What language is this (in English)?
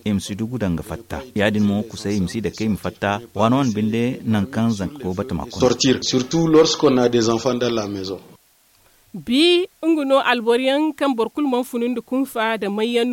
Zarma